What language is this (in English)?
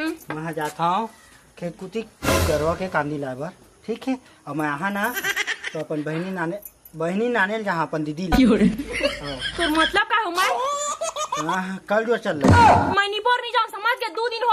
Chhattisgarhi